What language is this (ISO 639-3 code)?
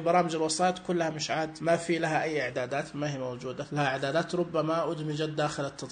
ars